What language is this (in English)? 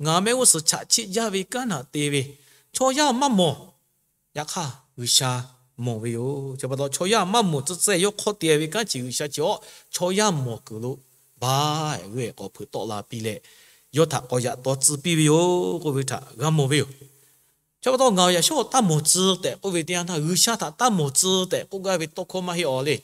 Lahu